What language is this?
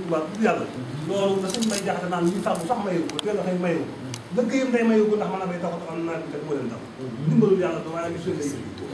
Wolof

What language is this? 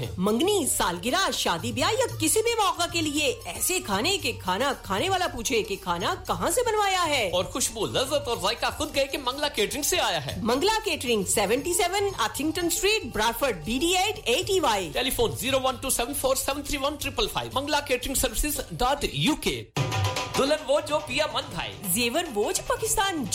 Urdu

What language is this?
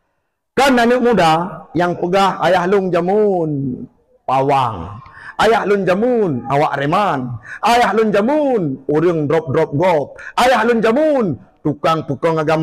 Achinese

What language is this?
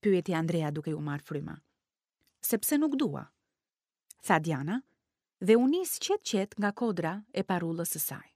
Albanian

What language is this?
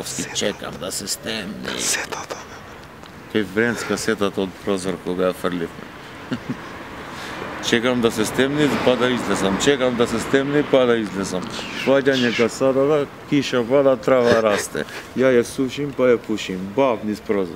Macedonian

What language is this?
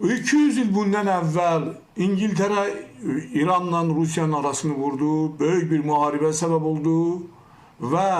Azerbaijani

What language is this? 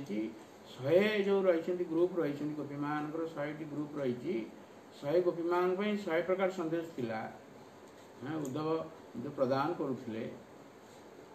Odia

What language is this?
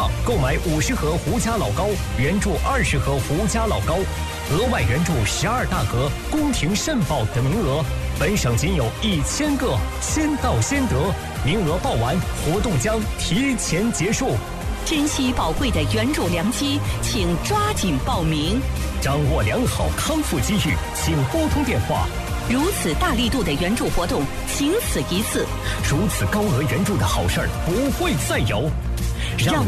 Chinese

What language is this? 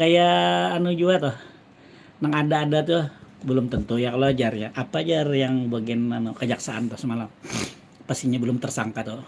Banjar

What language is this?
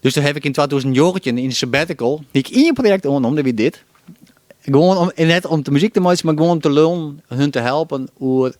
Western Frisian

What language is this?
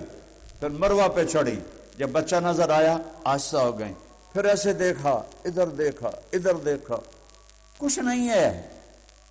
Urdu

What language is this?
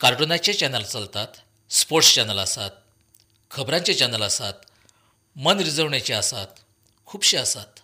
Konkani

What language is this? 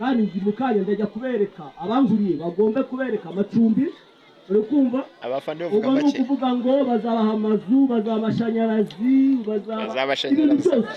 Kinyarwanda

